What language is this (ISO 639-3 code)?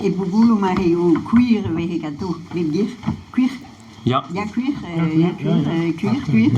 bre